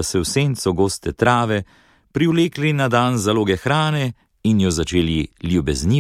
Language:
Slovenian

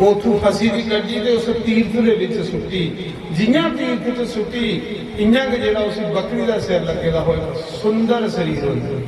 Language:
Dogri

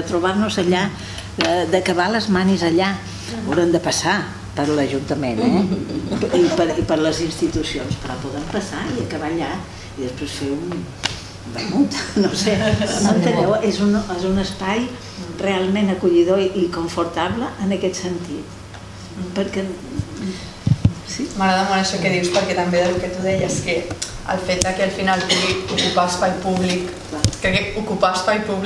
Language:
Catalan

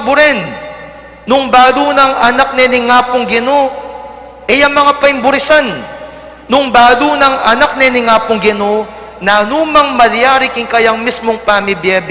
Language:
Pampanga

